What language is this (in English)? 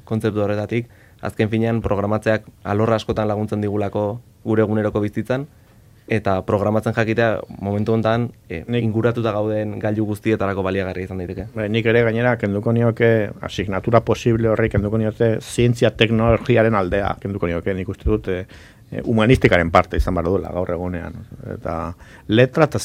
Basque